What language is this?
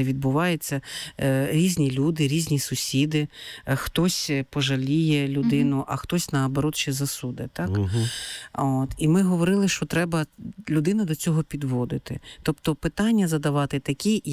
Ukrainian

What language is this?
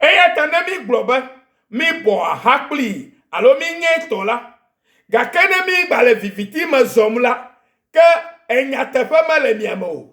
Ewe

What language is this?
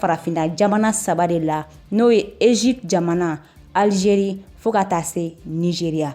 Bambara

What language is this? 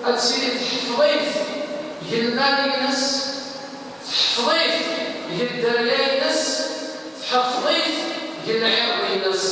Kabyle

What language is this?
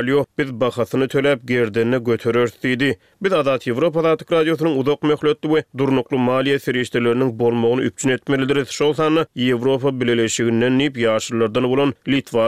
Turkmen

